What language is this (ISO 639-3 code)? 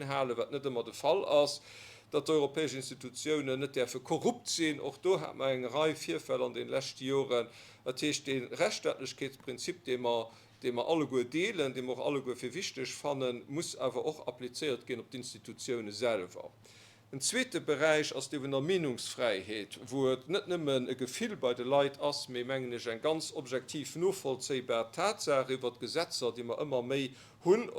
ltz